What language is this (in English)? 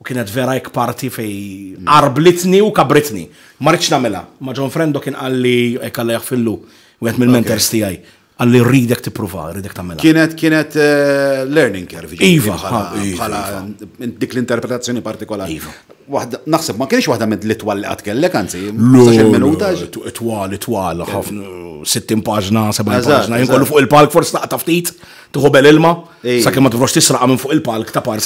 Maltese